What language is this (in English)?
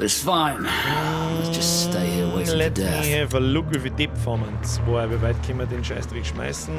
Bavarian